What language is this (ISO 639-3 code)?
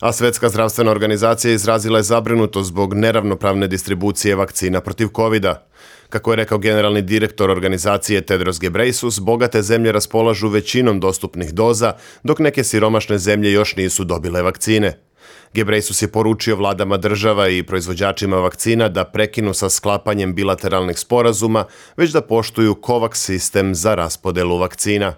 srp